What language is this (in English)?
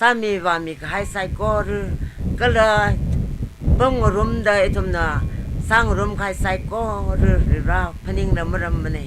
Tangkhul Naga (India)